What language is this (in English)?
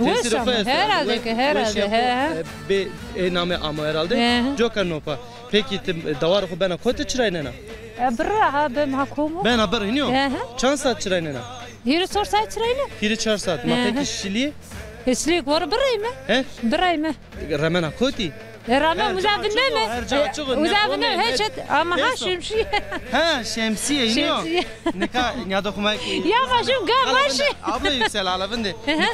Zaza